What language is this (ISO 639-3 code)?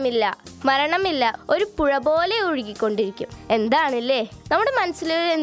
mal